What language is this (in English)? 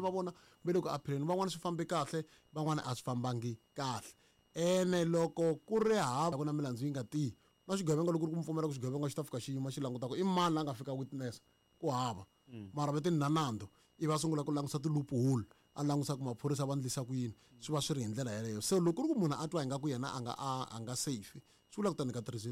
Tsonga